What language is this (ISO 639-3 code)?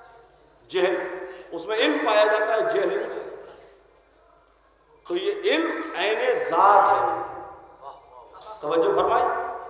urd